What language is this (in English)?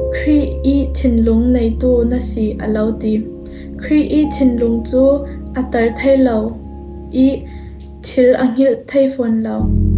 Falam Chin